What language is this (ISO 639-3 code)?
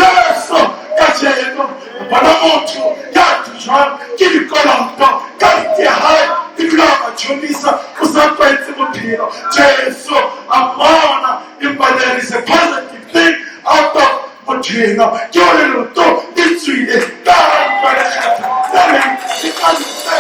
sot